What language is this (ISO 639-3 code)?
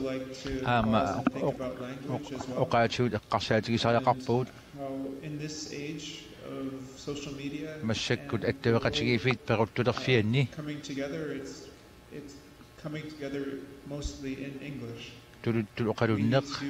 kal